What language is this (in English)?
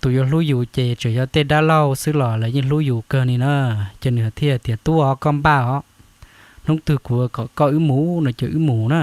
Hmong